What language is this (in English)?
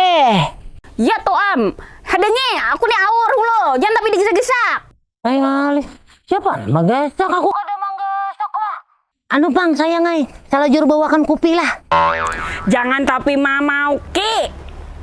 Banjar